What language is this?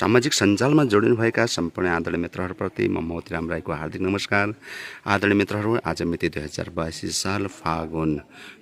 Nepali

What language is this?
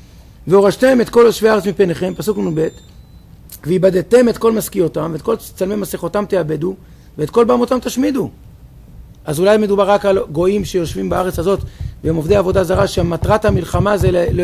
Hebrew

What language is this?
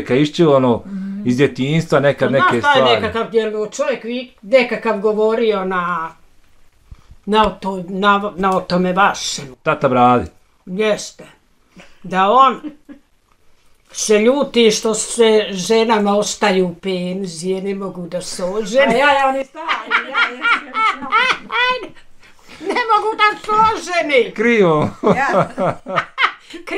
Bosnian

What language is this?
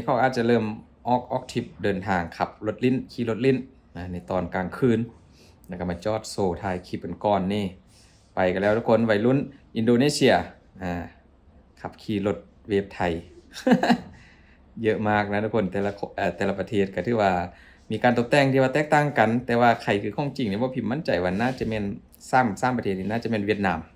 Lao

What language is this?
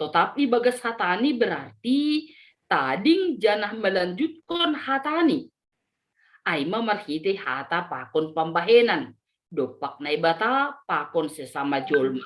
Batak Simalungun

